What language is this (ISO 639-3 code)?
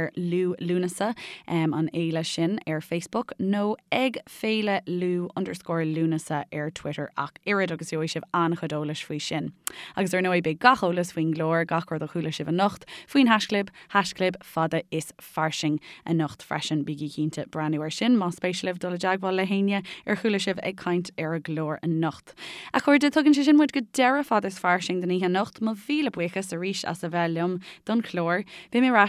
gle